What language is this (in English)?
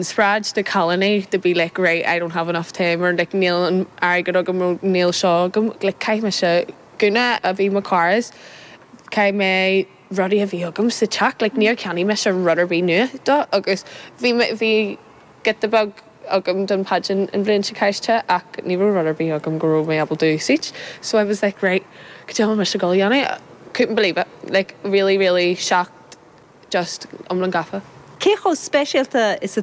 Irish